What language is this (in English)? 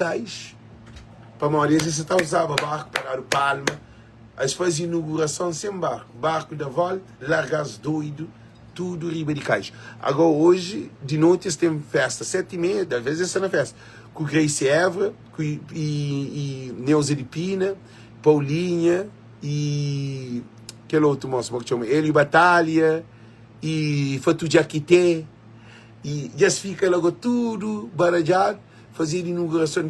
Kabuverdianu